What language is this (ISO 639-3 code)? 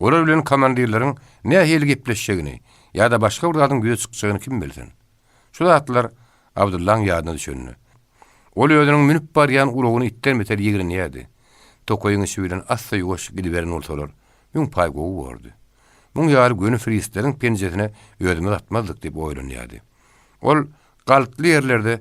tuk